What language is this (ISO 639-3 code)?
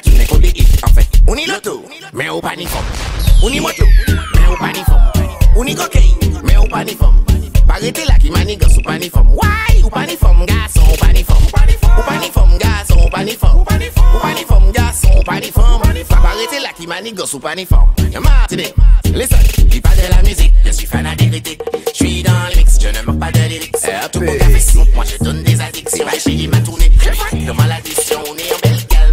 fra